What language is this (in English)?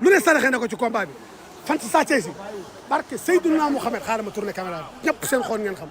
Wolof